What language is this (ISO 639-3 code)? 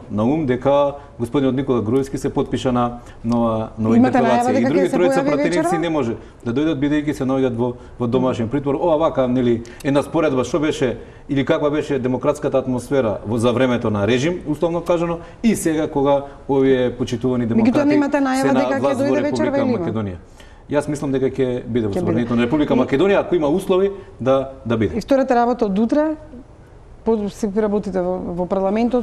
mkd